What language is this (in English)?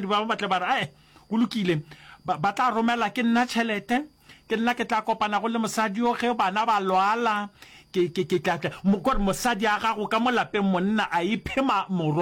Northern Sotho